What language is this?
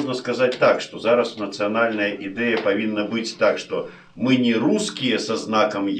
Belarusian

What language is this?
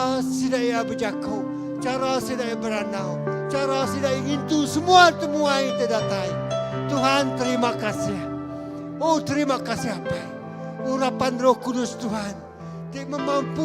Iban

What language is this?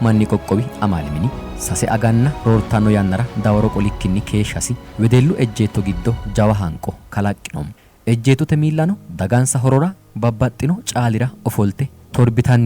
Sidamo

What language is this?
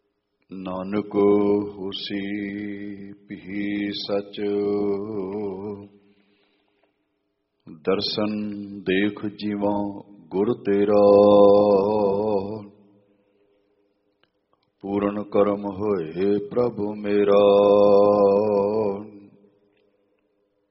Punjabi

